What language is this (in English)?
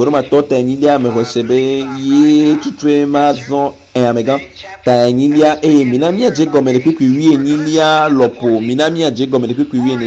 Ewe